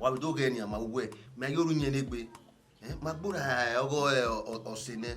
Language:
Bini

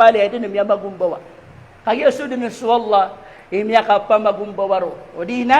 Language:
Maranao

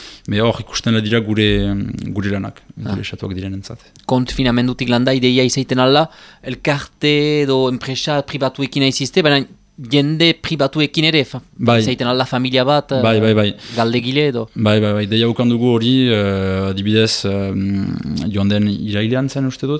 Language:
Basque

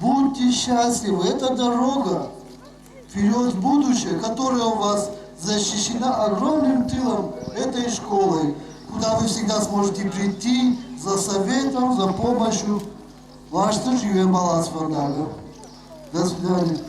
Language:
Ossetic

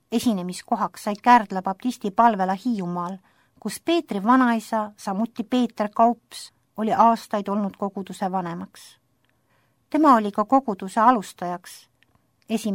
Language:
Estonian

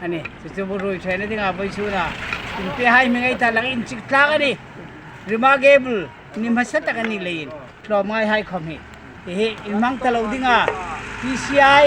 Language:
Hmar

